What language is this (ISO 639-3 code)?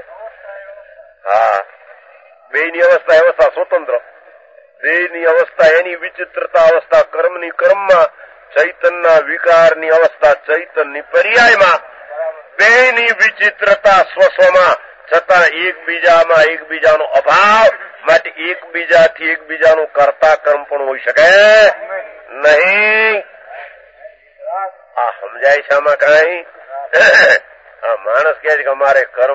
guj